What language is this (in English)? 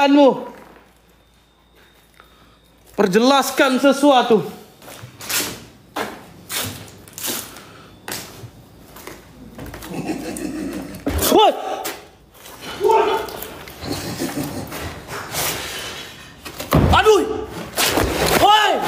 Malay